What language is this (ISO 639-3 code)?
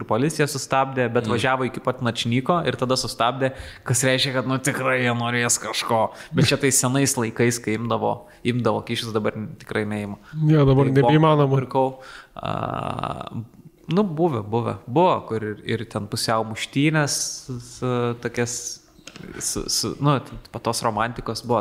lit